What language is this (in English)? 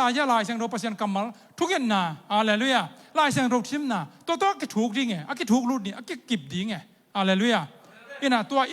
Tedim Chin